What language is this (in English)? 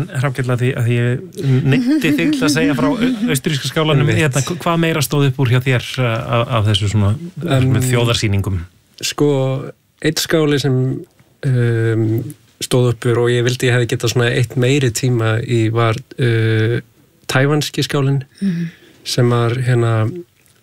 Icelandic